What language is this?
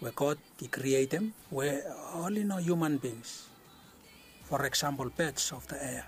Bislama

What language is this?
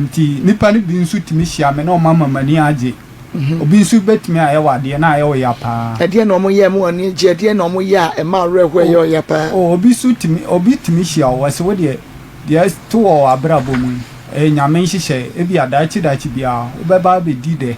Akan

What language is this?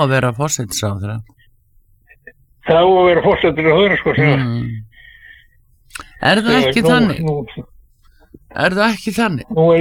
Icelandic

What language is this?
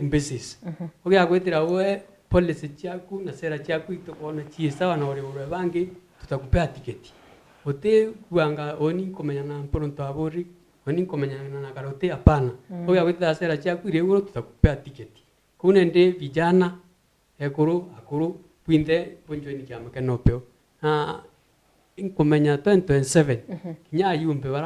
Meru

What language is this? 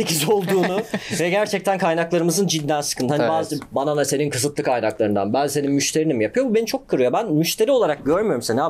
Turkish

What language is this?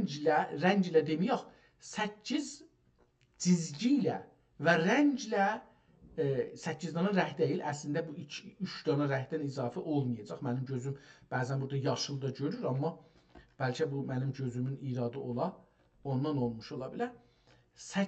South Azerbaijani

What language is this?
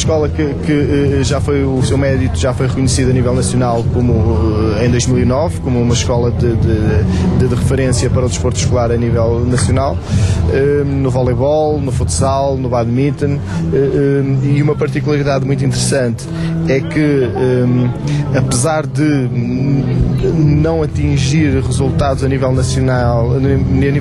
Portuguese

